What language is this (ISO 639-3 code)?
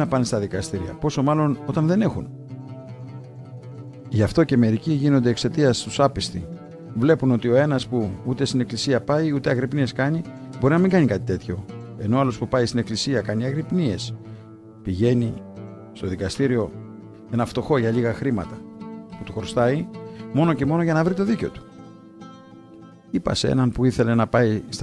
ell